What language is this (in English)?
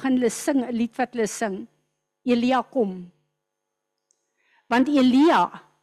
Afrikaans